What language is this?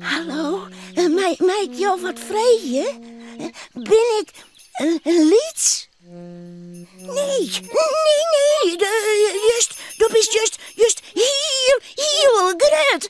Western Frisian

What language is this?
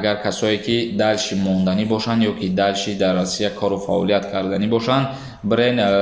Tajik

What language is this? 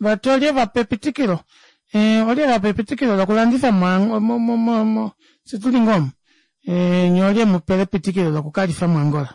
Kuanyama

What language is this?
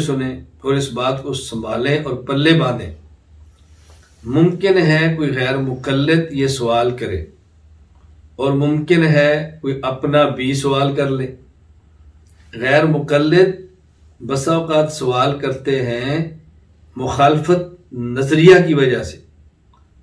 Urdu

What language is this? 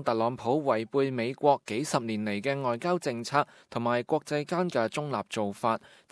Cantonese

